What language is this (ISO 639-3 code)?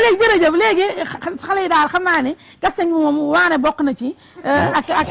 wol